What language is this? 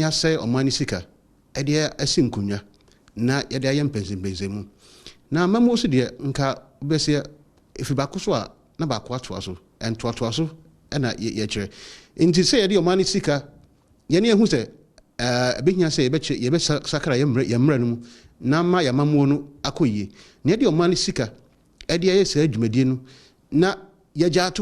Akan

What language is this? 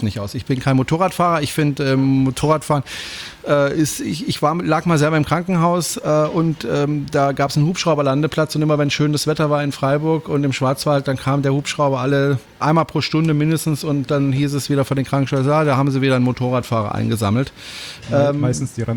German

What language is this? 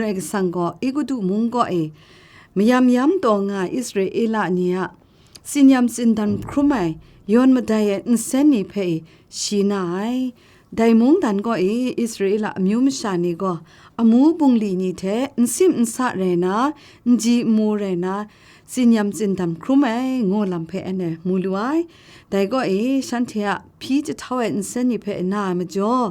Kachin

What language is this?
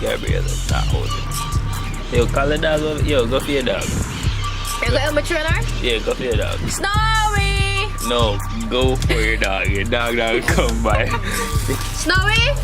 Jamaican Creole English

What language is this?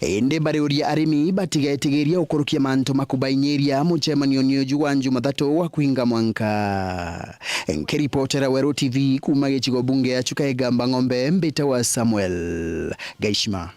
Meru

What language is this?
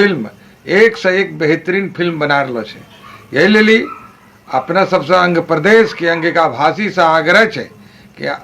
Angika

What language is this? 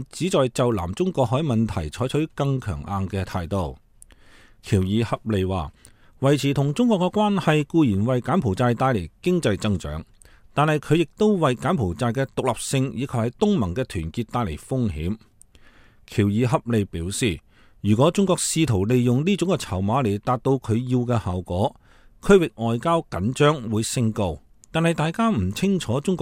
Cantonese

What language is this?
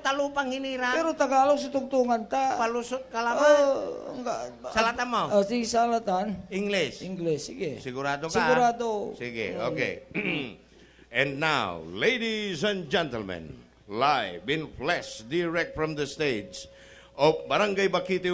Pangasinan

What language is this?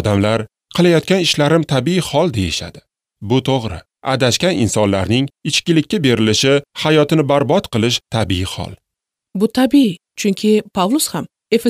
Uzbek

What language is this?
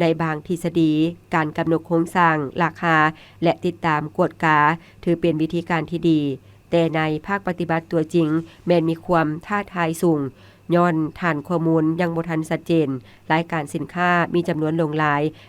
Lao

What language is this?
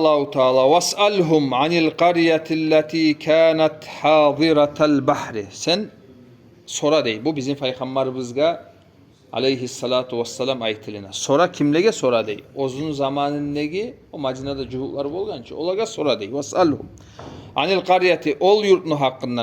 Kumyk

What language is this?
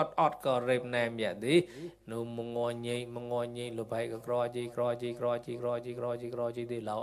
Mon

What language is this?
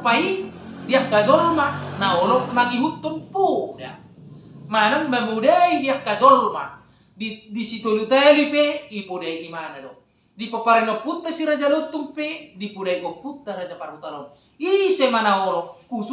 Batak Toba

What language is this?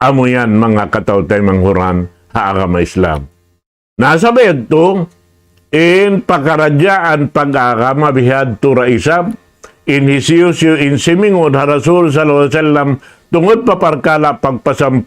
Tausug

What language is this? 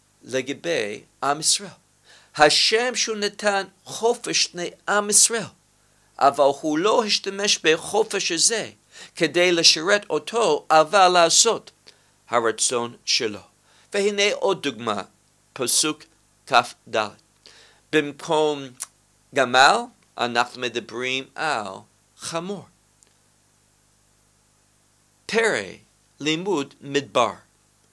Hebrew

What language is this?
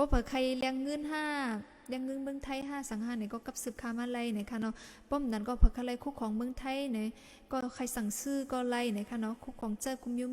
Shan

